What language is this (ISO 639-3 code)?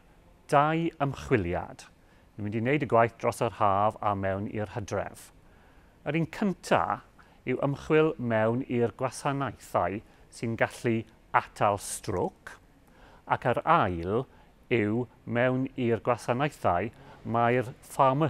cym